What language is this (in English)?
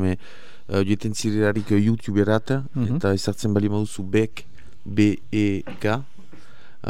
Basque